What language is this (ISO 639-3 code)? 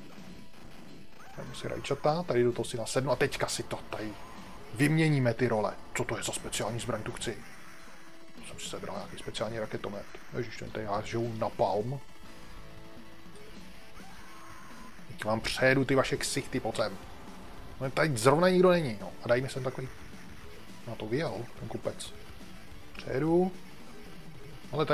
ces